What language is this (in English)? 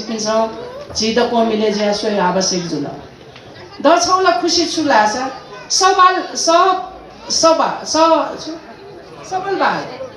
Newari